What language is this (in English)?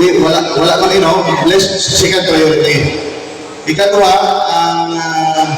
Hiligaynon